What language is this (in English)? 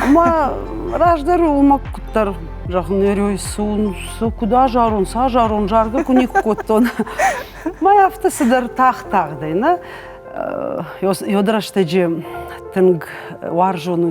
Ossetic